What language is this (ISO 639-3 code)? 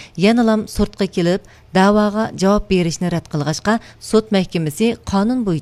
uig